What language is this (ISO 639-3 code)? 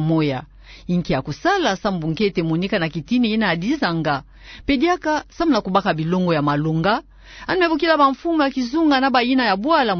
ktu